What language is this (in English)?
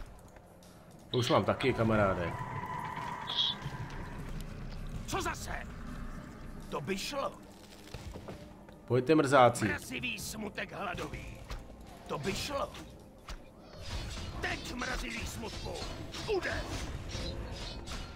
Czech